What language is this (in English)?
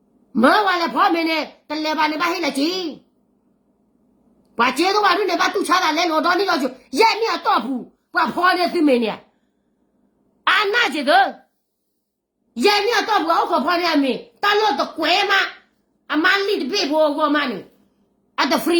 S'gaw Karen